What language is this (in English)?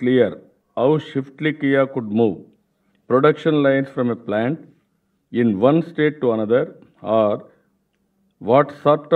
Telugu